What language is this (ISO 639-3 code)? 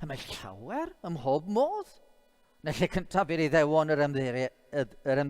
cym